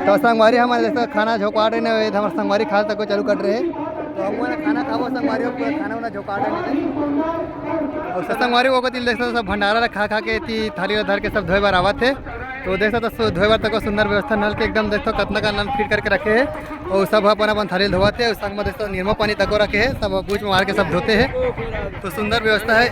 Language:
Chhattisgarhi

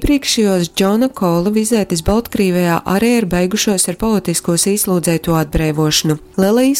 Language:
Latgalian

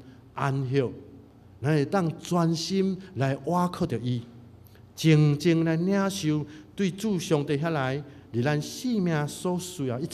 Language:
Min Nan Chinese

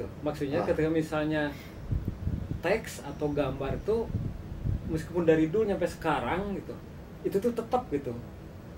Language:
Indonesian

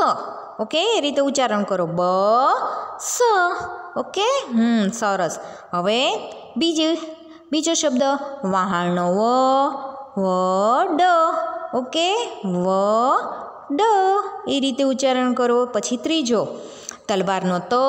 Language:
Gujarati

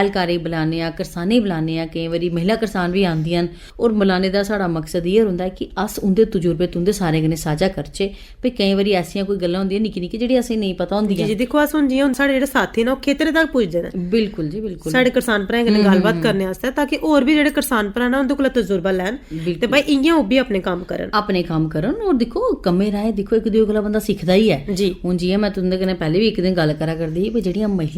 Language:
Dogri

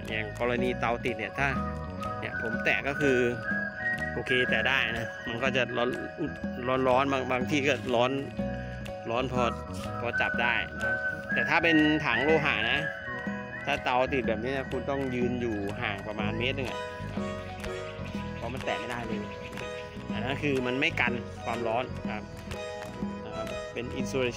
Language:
Thai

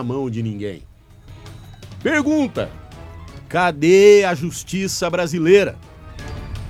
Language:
Portuguese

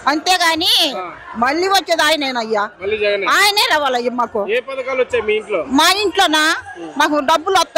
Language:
Telugu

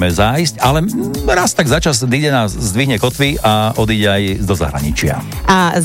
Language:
Slovak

